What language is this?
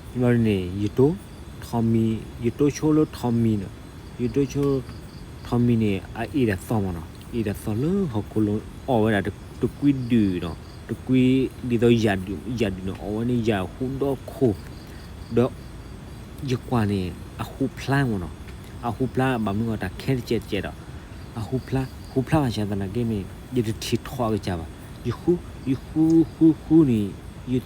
S'gaw Karen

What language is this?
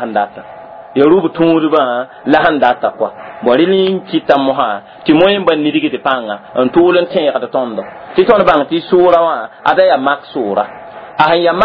Mossi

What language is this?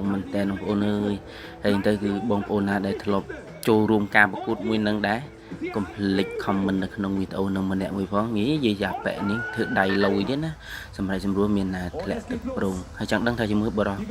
Khmer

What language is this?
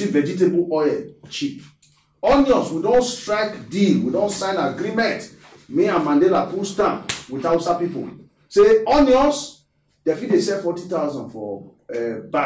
Nigerian Pidgin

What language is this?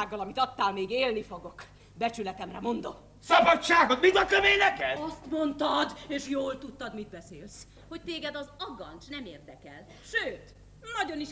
Hungarian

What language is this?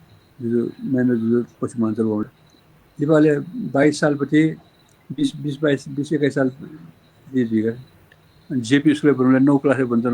Newari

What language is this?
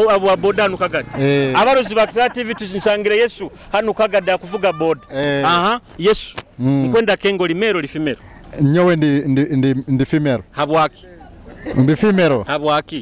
Nyoro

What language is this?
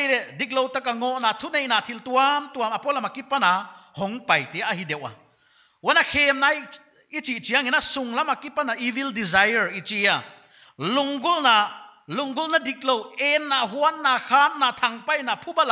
Paite Chin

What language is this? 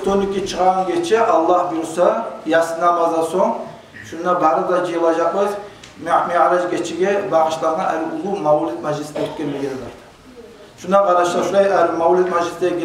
Kumyk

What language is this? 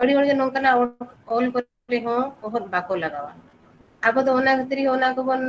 Santali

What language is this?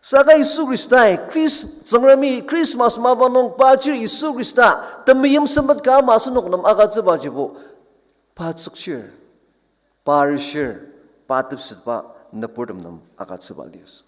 Ao Naga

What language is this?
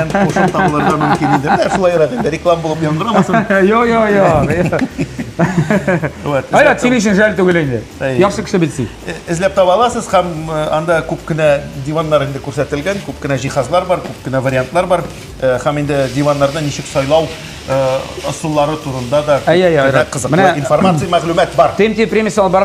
Tatar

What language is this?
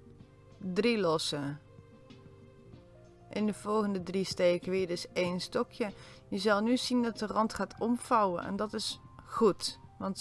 Dutch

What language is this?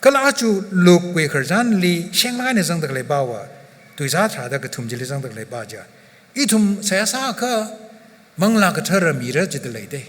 Tangkhul Naga (India)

